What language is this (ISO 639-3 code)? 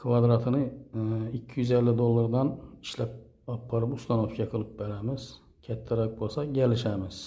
uzb